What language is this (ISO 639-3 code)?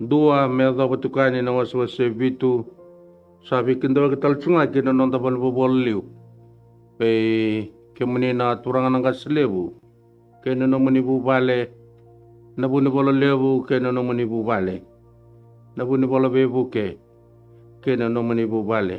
fij